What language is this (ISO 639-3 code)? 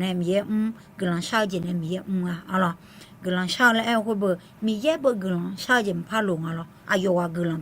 ahk